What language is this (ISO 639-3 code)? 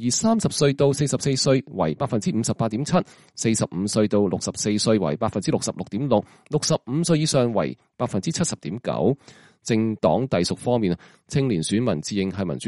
yue